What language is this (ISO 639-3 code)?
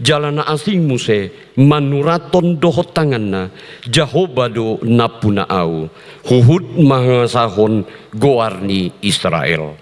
bbc